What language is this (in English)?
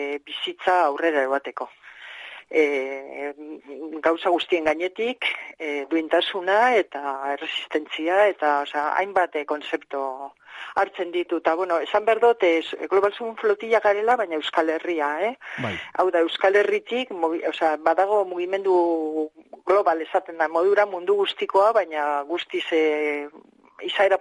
Basque